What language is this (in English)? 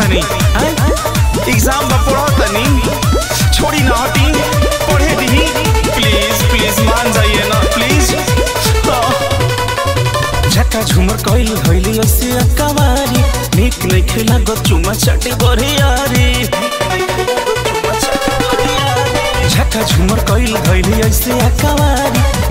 Bhojpuri